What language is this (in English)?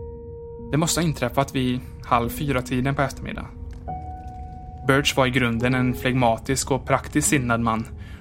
Swedish